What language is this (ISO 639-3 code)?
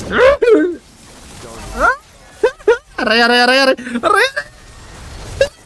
fil